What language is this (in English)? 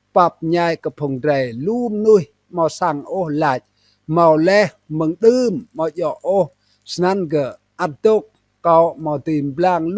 Rade